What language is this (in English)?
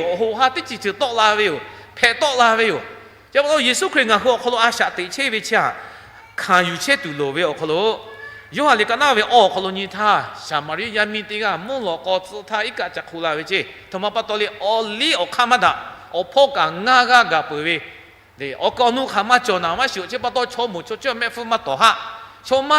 Lahu